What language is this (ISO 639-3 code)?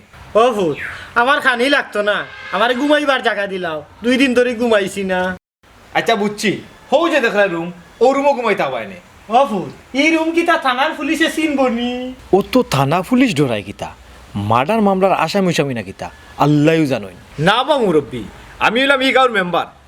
syl